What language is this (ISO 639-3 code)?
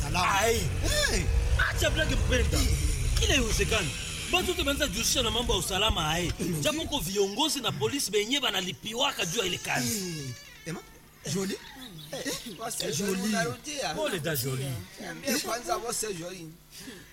swa